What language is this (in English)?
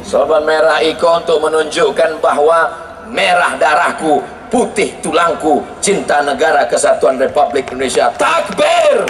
Minangkabau